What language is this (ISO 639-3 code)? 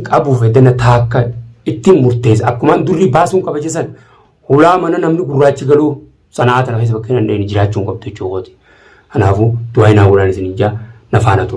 orm